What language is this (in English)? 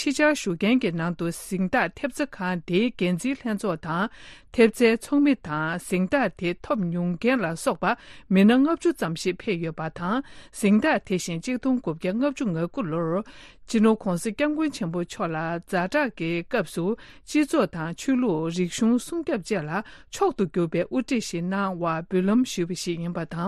Tibetan